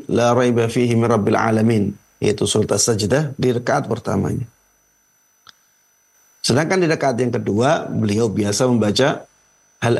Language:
Indonesian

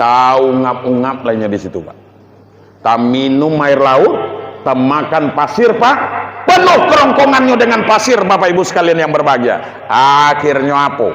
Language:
Minangkabau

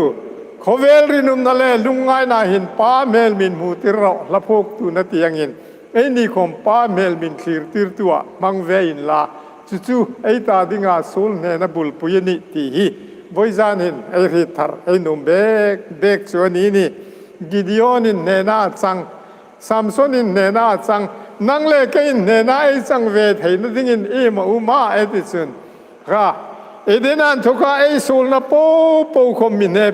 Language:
Hmar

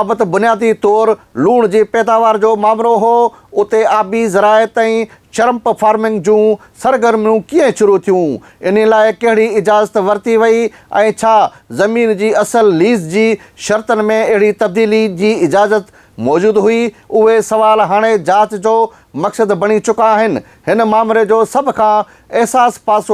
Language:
Sindhi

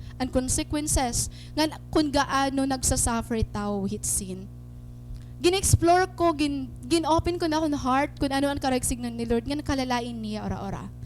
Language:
Waray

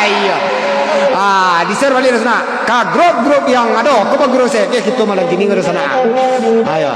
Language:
Minangkabau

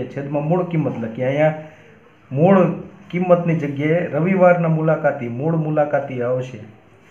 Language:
Gujarati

